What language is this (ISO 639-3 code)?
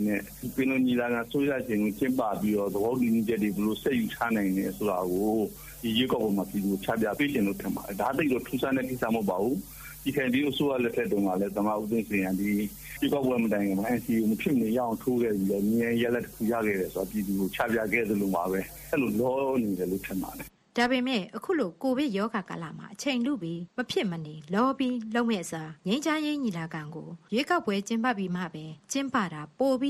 mya